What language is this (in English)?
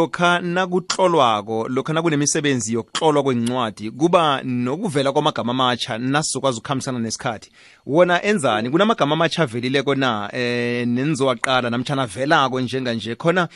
South Ndebele